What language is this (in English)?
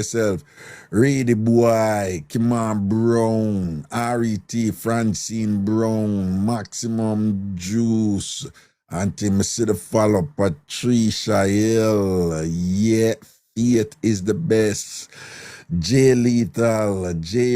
Jamaican Creole English